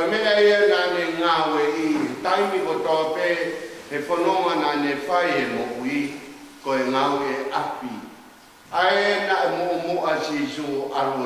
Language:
Tongan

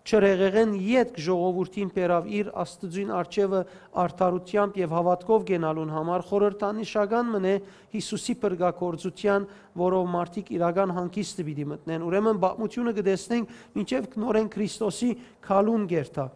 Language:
Western Armenian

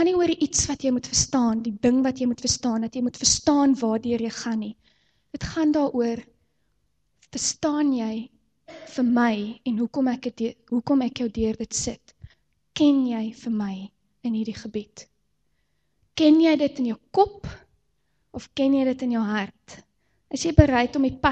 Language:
Afrikaans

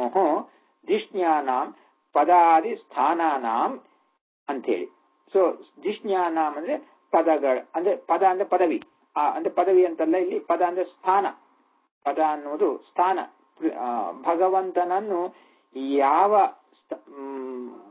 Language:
Kannada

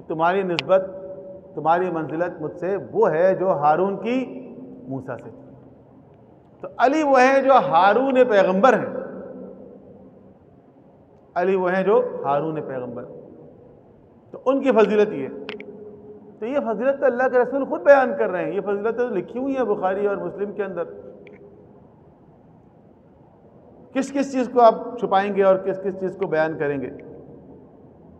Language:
Hindi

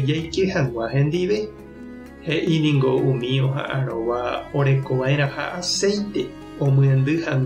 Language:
Guarani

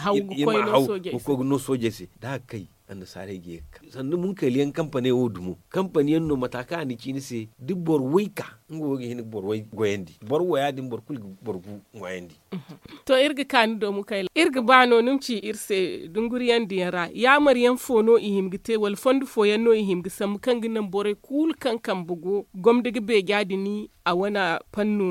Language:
Zarma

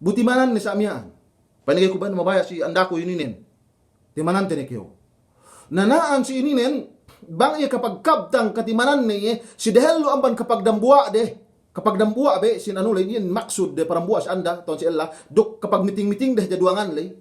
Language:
Yakan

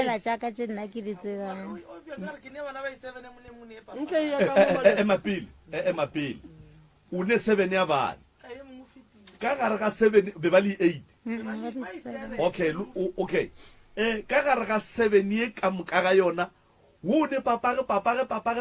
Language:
Northern Sotho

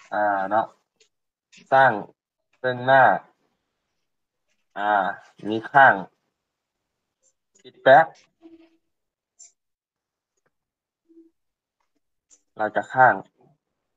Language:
Thai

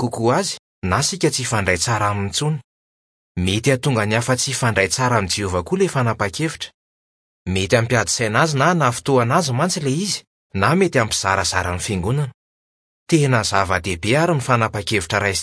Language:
Malagasy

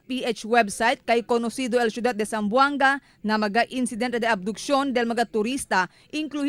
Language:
Chavacano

